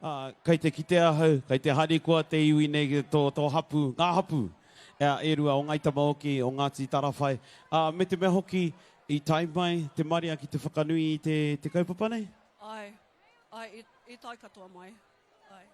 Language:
Māori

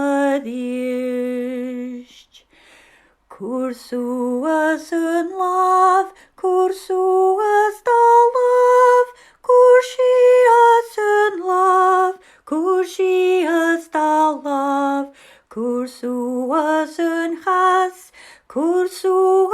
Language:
Scottish Gaelic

